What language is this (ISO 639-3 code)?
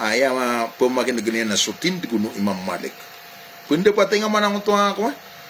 mrw